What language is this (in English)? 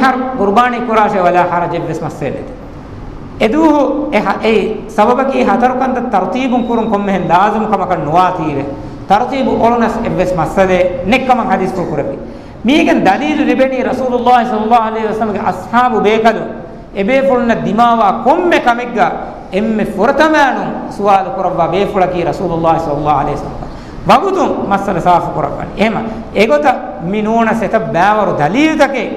Divehi